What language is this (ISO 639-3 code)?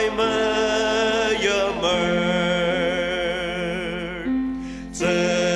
njo